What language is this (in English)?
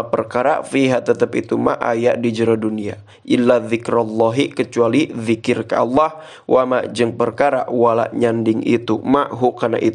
Sundanese